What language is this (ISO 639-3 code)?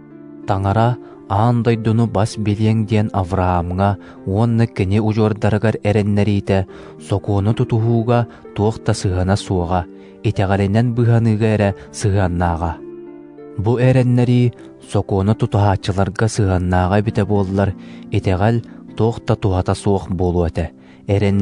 sah